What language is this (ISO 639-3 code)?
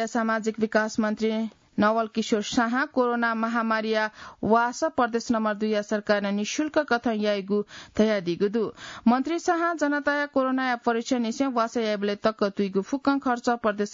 new